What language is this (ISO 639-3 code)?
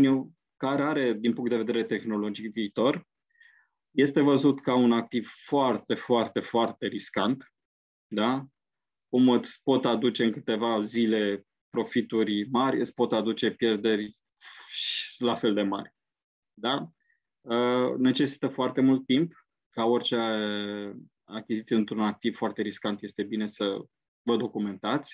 ron